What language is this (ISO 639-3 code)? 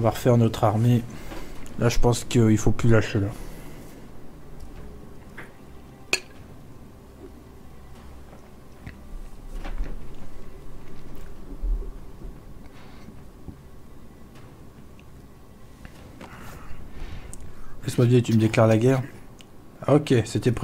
fra